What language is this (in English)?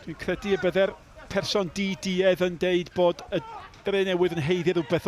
Welsh